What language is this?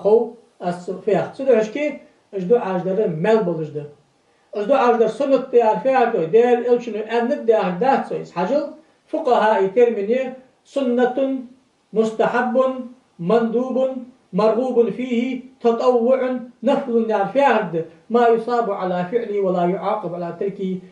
Ingush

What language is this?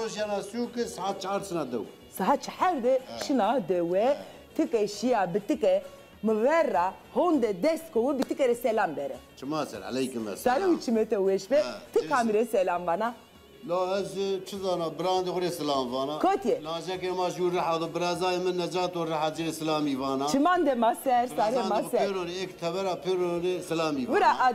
Zaza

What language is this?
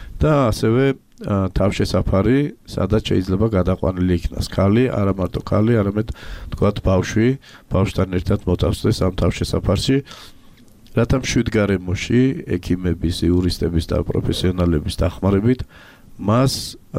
Georgian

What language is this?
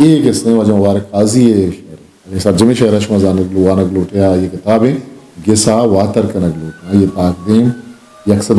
Eastern Balochi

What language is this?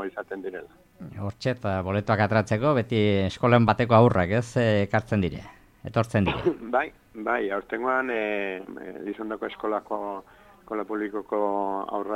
Basque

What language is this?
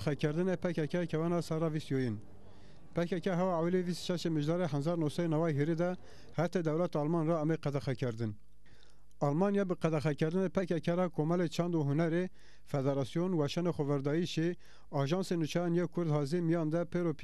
Zaza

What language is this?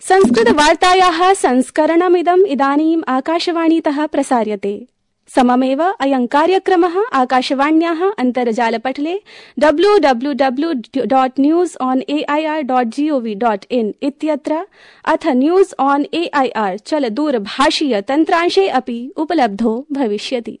Sanskrit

